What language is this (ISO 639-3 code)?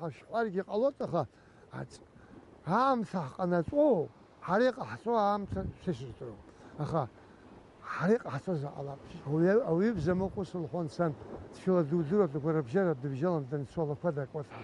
abk